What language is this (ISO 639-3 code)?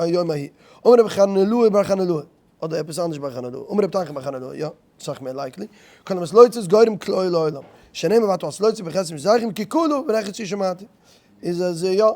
yid